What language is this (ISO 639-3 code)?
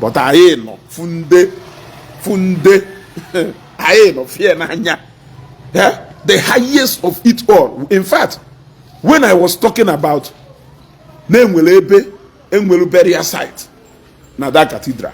ibo